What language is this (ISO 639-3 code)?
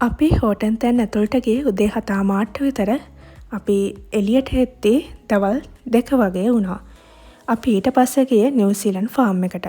sin